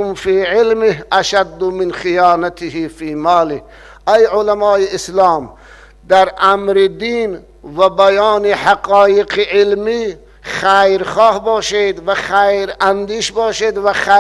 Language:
Tajik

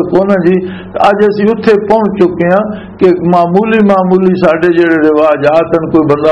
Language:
Western Panjabi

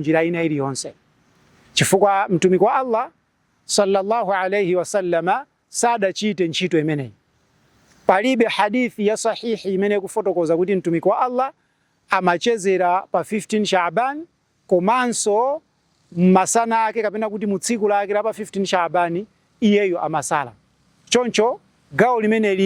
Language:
Nyanja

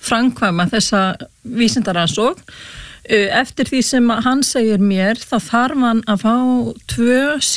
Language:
Icelandic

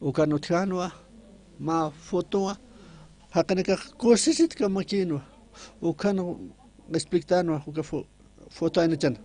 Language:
Aymara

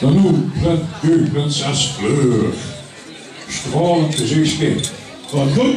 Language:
Limburgish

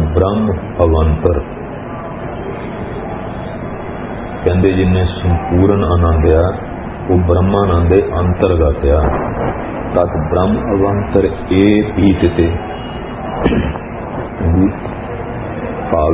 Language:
Punjabi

